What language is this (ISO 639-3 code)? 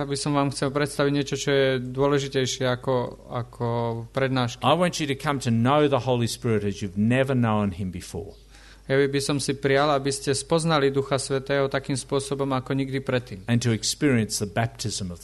slk